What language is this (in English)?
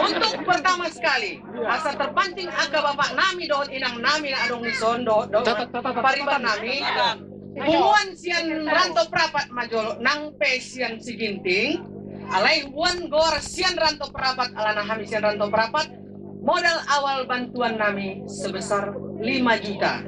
Batak Toba